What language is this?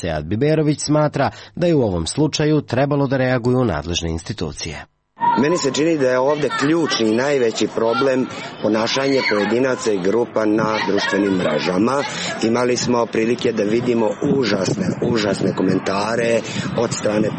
Serbian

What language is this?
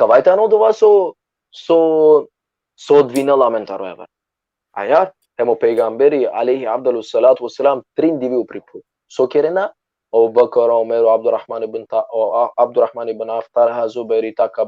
Balkan Romani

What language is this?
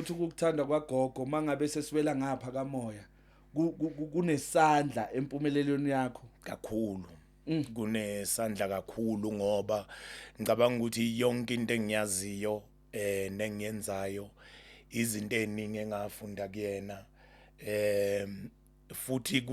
Zulu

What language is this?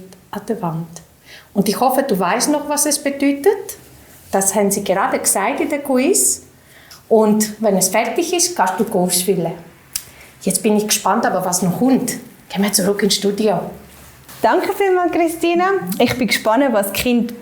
Swiss German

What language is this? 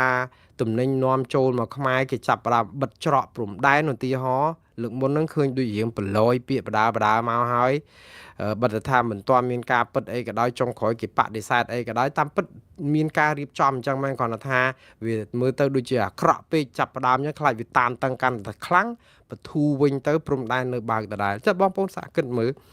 Khmer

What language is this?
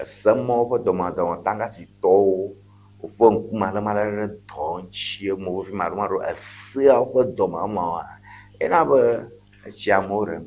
Ewe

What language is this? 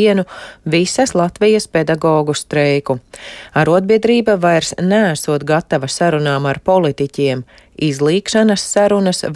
Latvian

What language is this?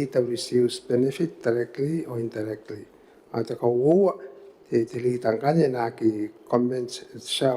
Gilbertese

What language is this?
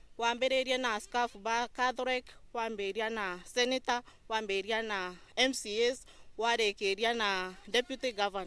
Meru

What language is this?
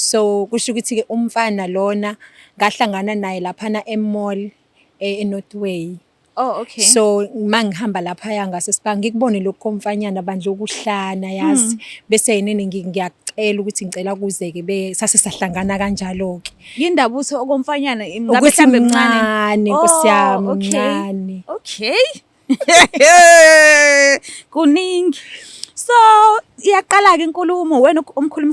Zulu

